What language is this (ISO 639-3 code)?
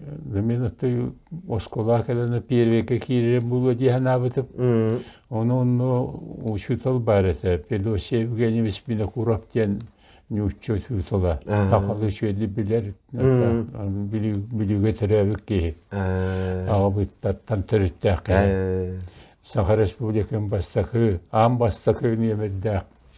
sah